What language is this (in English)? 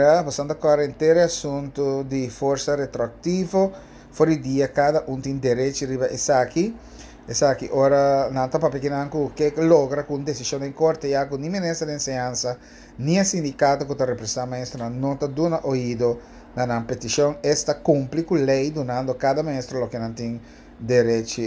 Papiamento